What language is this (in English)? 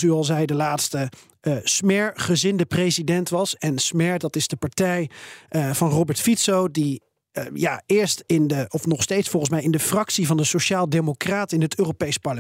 Dutch